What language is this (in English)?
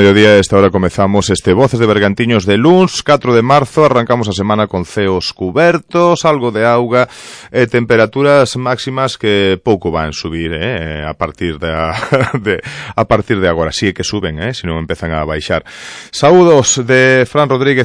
Galician